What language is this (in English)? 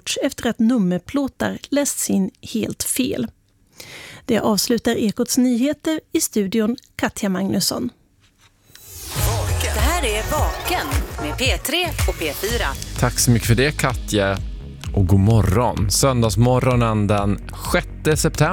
Swedish